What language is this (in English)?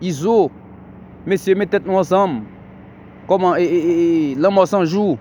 Haitian Creole